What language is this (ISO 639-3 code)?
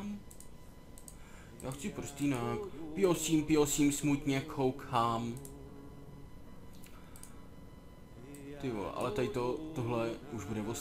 ces